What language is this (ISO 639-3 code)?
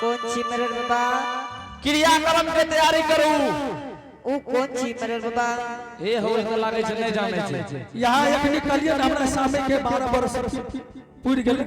anp